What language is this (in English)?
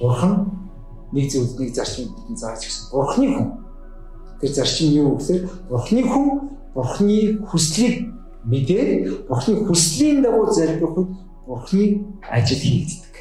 Mongolian